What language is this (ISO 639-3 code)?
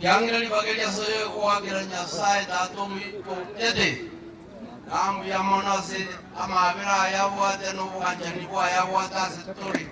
guz